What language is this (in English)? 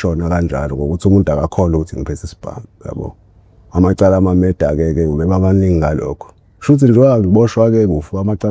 Zulu